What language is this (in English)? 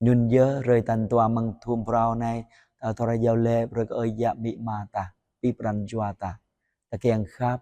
Jarai